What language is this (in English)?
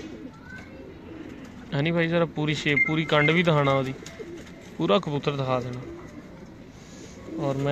Punjabi